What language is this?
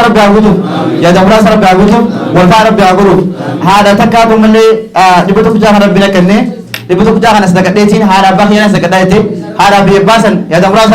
Oromo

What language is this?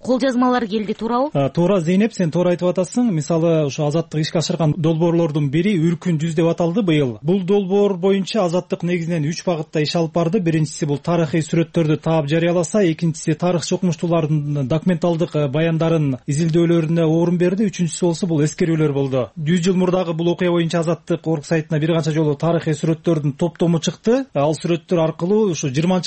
Kyrgyz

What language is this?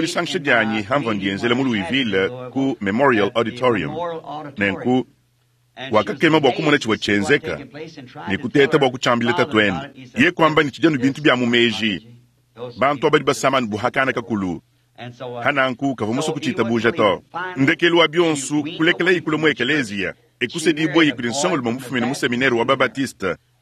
Luba-Lulua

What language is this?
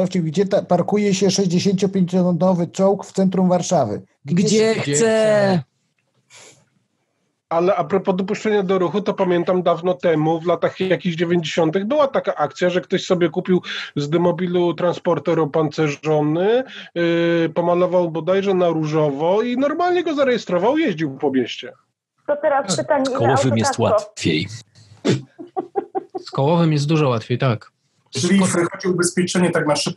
Polish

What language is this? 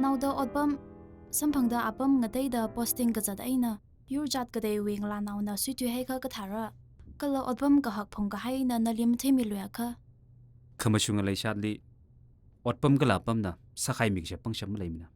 Tangkhul Naga (India)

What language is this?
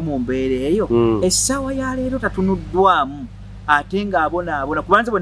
Ganda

